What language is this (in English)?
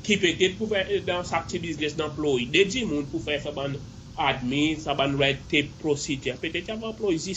Seselwa Creole French